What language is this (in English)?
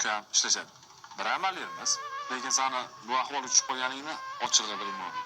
Uzbek